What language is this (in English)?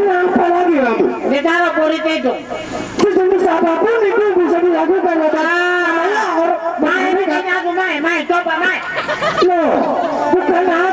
Sasak